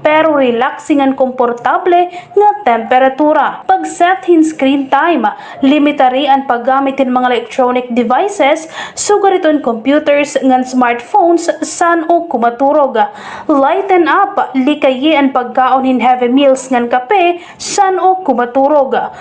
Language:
Waray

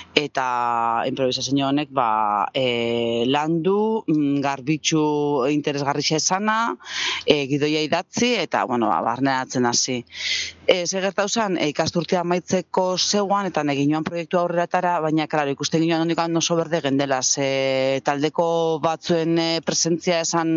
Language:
Basque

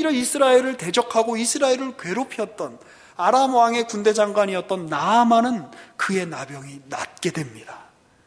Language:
Korean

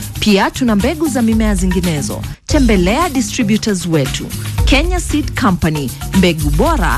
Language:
Swahili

